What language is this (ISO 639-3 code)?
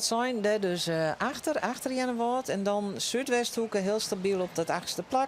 fry